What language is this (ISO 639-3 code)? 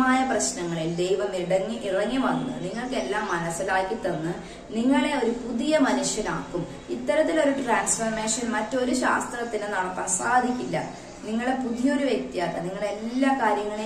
mal